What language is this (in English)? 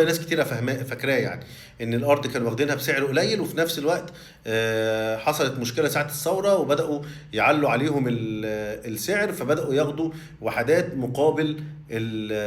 Egyptian Arabic